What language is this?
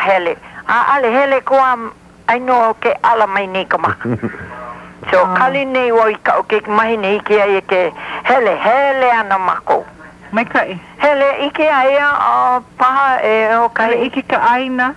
Hawaiian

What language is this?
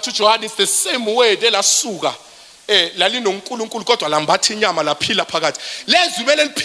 Zulu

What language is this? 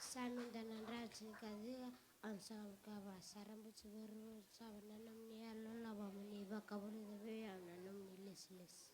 Fijian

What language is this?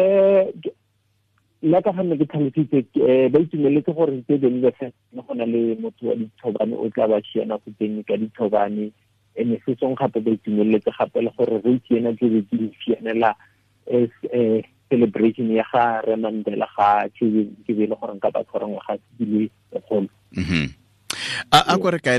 Tswana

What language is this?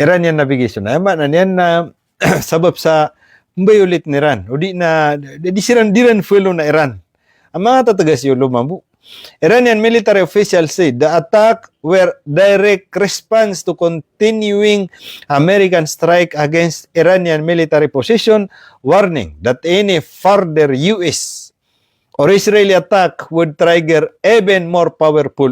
Maranao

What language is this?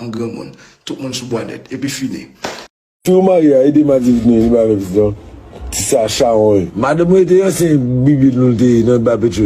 Haitian Creole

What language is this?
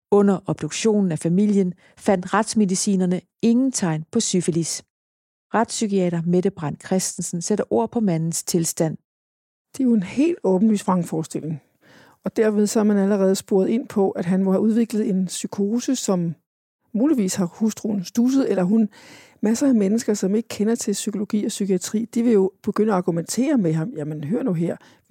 Danish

